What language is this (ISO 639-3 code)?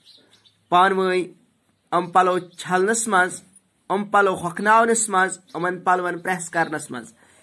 kas